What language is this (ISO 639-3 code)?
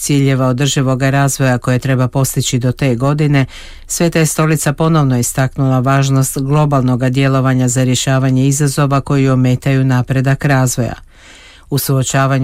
hrv